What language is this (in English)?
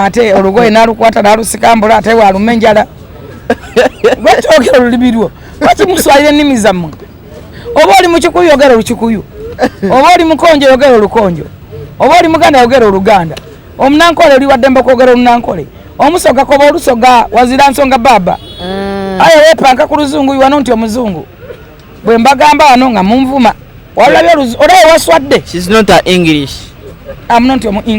Ganda